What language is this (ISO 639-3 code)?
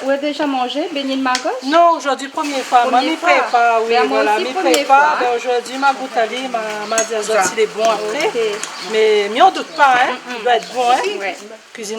rcf